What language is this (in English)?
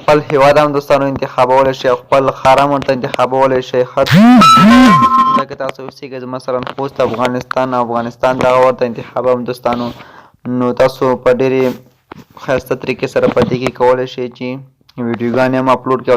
Pashto